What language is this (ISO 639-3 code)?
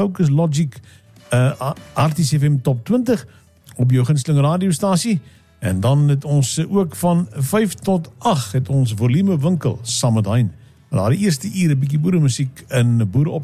afr